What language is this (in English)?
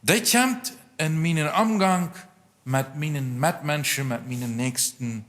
Plautdietsch